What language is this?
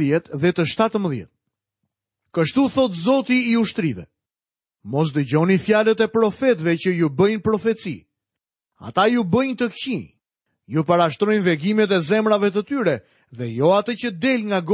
Albanian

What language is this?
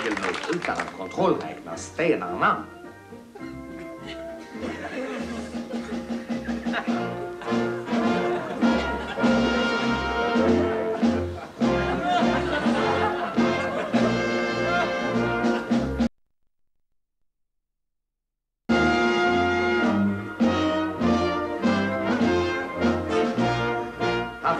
Swedish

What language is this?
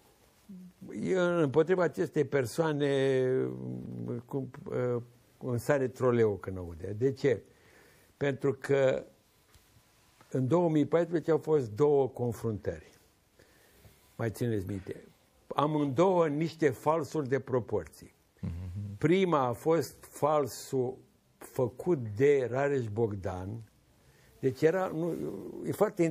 Romanian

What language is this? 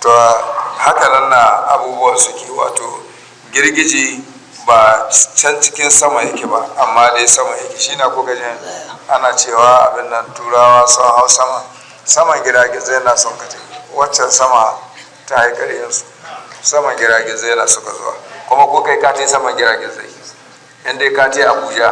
Hausa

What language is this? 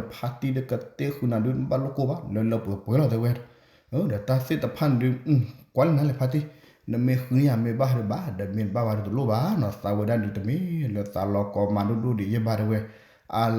S'gaw Karen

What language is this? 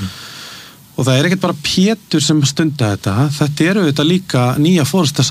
Icelandic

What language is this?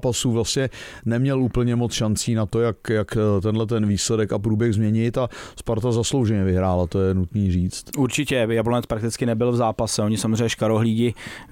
Czech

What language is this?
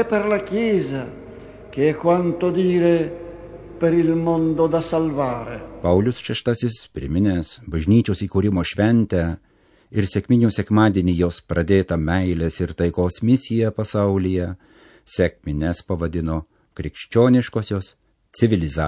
Lithuanian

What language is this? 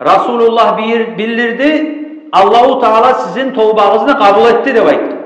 Kumyk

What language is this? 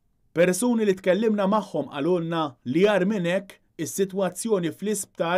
Maltese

